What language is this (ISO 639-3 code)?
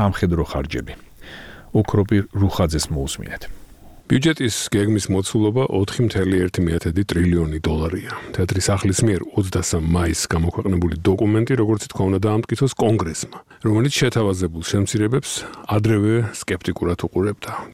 kat